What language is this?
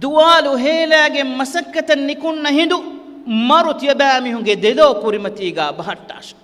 Divehi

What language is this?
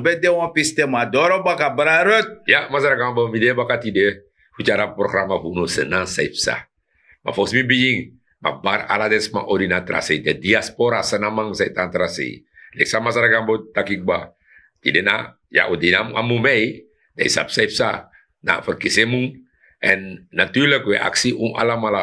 Sranan Tongo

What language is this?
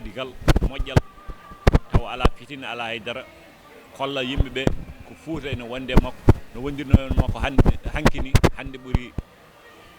Fula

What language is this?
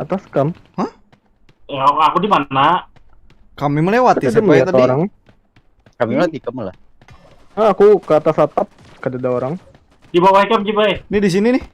Banjar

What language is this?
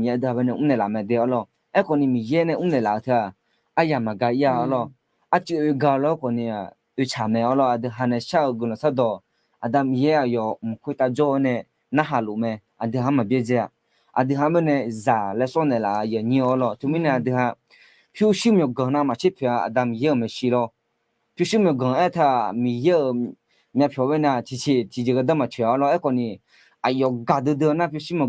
Akha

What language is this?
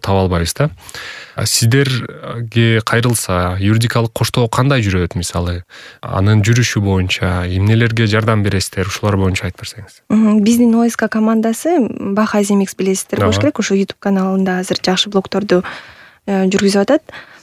Kyrgyz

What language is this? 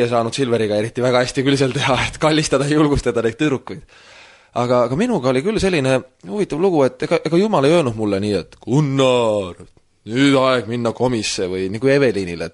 Estonian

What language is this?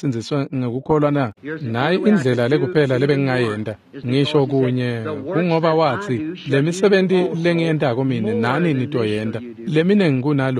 Swati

